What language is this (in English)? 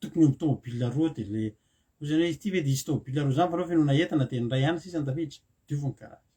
Malagasy